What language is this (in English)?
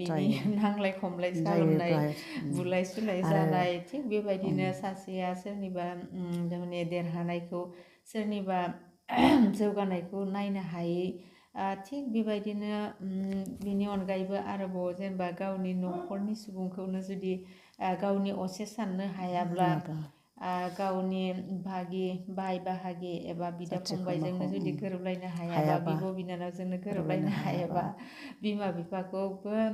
Bodo